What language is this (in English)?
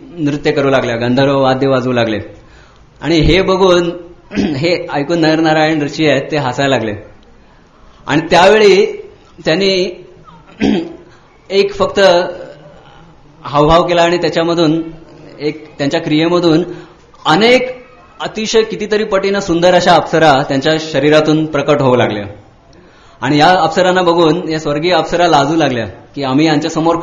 Marathi